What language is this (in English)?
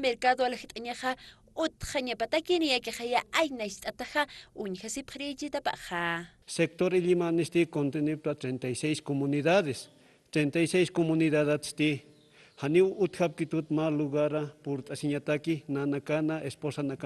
Aymara